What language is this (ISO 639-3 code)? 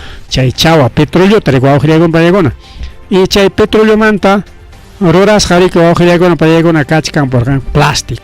quy